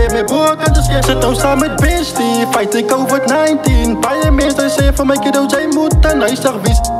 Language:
Afrikaans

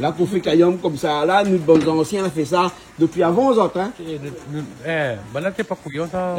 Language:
Réunion Creole French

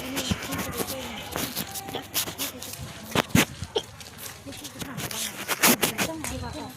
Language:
Lao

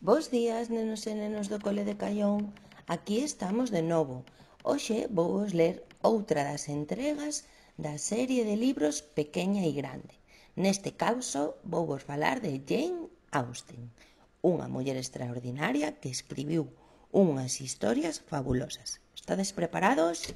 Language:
Galician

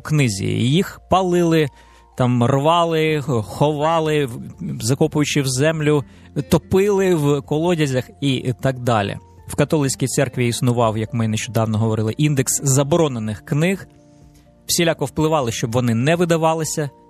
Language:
Ukrainian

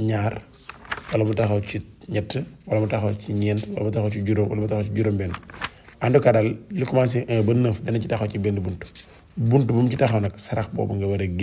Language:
Wolof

